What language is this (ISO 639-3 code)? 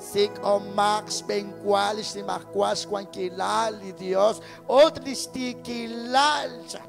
kek